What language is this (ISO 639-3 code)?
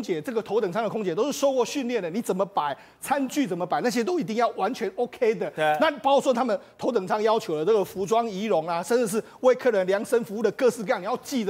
zho